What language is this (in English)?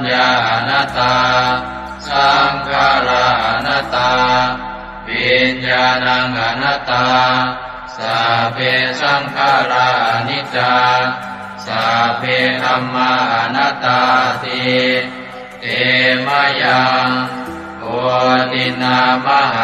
Pali